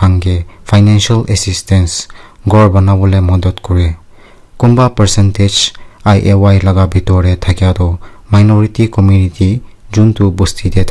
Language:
Naga Pidgin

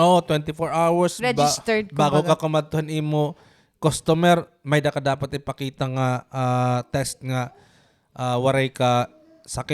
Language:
Waray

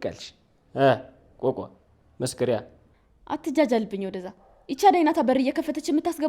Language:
Amharic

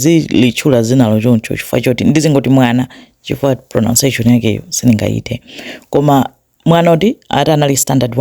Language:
Nyanja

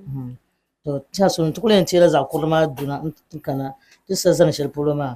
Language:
Dagbani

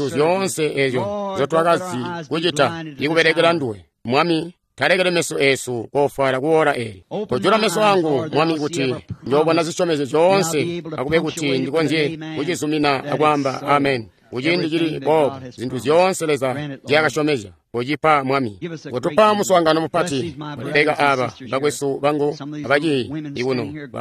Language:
Tonga (Zambia)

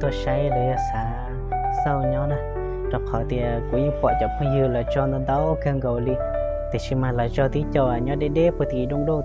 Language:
Hmong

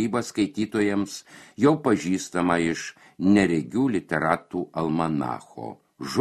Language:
Lithuanian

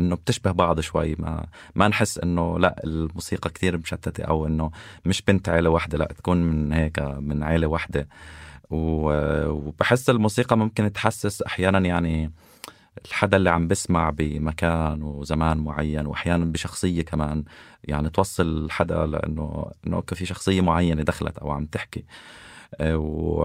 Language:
North Levantine Arabic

